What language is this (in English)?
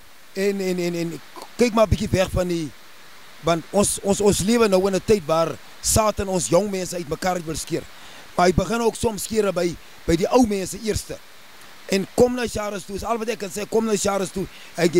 Afrikaans